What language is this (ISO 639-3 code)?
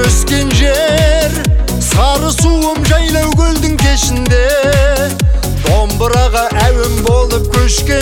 kaz